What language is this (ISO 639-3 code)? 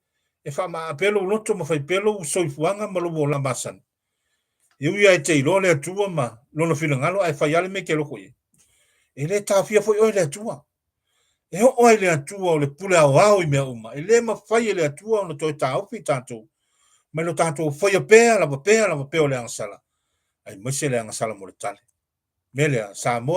smo